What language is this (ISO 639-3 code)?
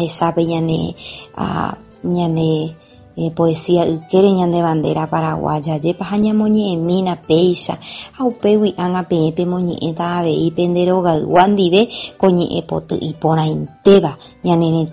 grn